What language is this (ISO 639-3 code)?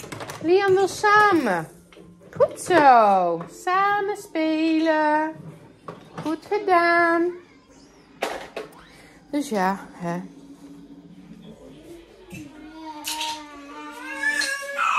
nld